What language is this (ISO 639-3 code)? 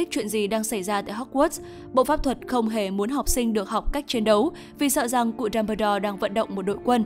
vie